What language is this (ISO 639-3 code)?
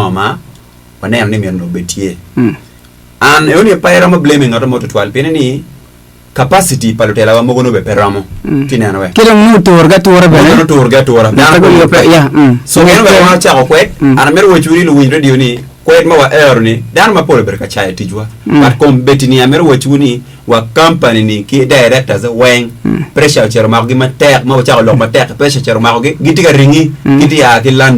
ach